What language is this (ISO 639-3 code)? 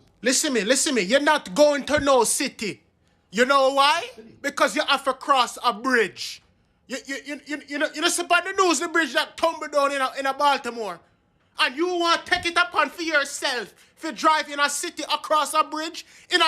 jam